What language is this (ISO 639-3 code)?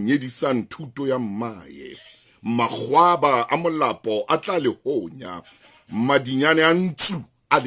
sot